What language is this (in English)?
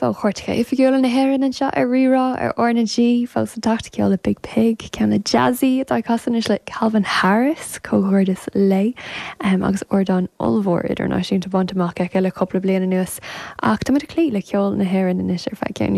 Irish